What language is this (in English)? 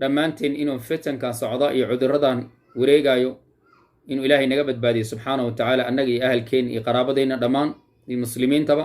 Somali